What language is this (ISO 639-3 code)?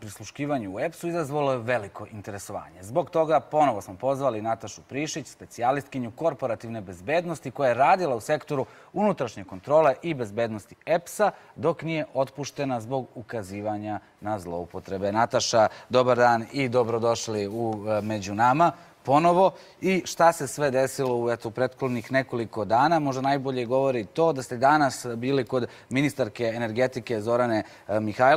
srp